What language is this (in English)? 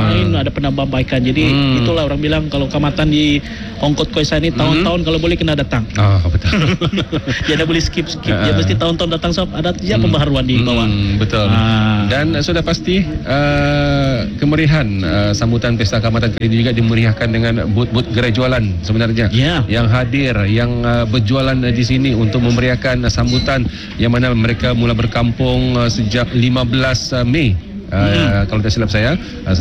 Malay